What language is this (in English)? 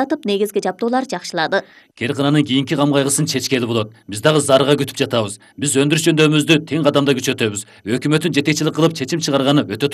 Kyrgyz